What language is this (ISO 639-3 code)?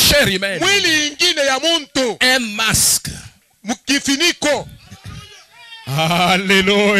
swa